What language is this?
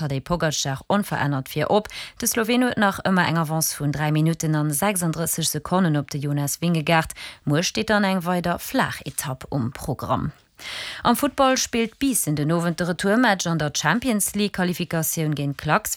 Luxembourgish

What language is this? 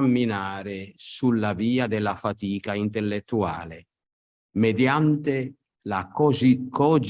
Italian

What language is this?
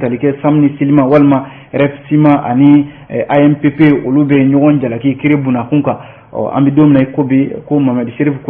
Bambara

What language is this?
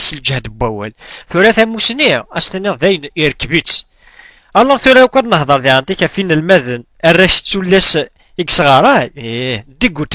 Kabyle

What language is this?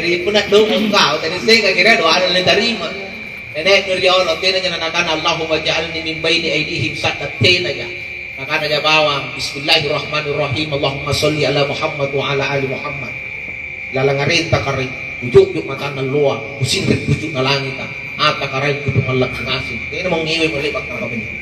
Makasar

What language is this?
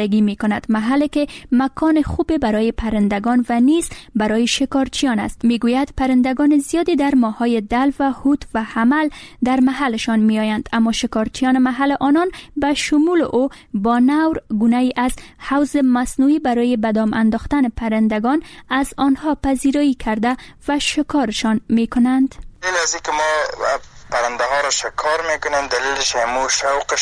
Persian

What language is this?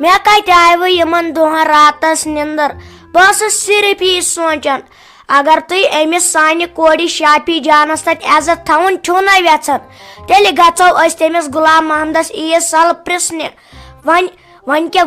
Kashmiri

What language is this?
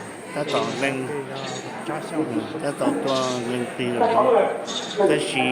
Hmong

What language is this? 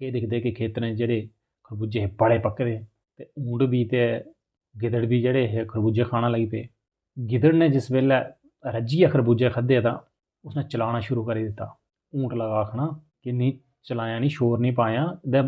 Dogri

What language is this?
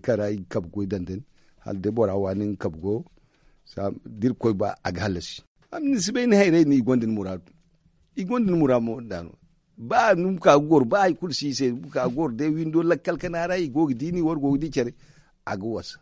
Zarma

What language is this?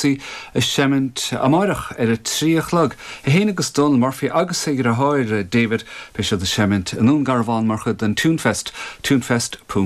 Irish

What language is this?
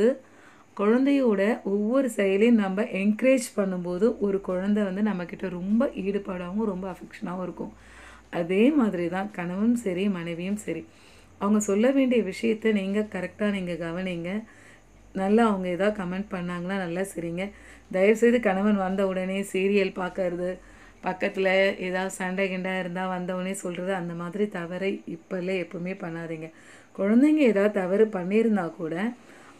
Tamil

